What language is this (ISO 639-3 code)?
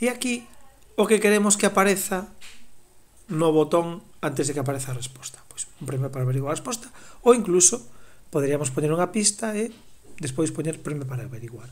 glg